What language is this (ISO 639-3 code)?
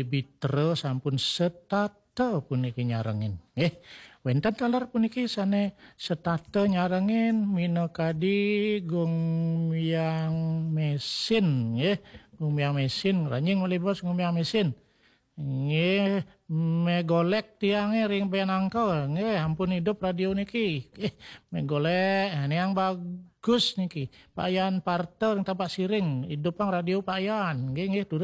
ban